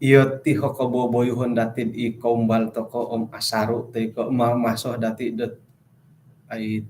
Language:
Central Dusun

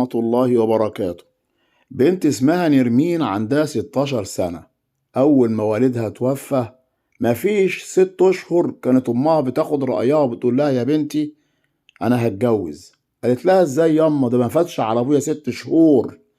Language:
Egyptian Arabic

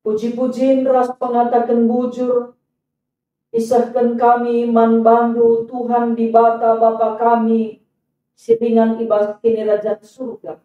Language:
Batak Karo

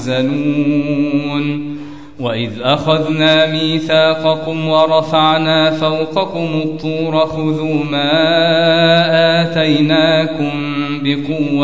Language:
Arabic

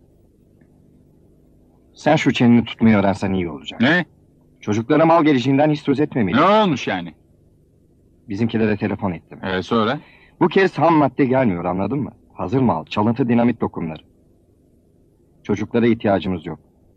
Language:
Turkish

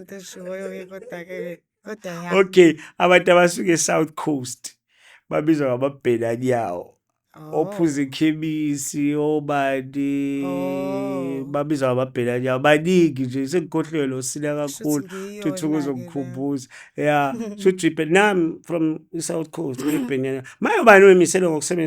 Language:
Zulu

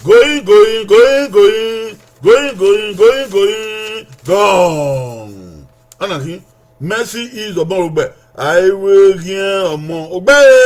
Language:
Bini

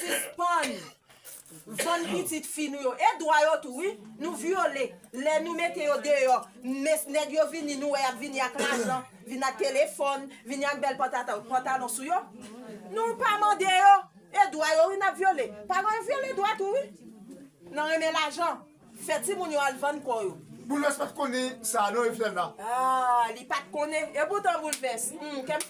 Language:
Haitian Creole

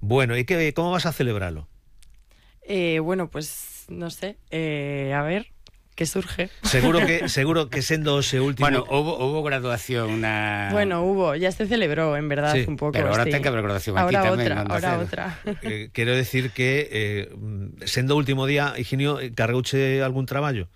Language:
Galician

